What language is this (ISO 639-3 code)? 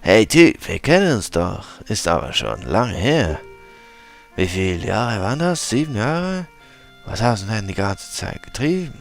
gsw